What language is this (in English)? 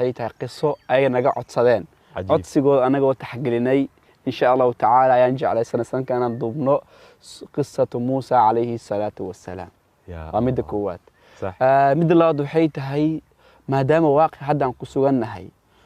Somali